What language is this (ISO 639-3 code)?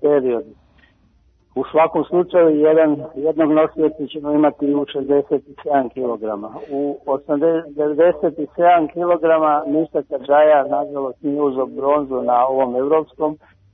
srp